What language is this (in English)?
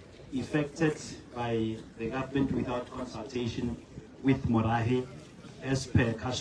Tswana